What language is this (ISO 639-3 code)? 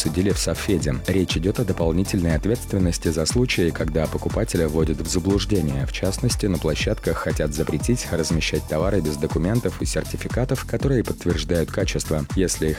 rus